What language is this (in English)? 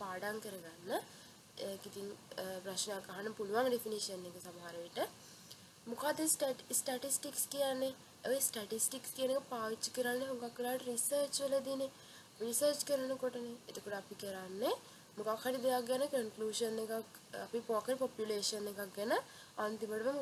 Sinhala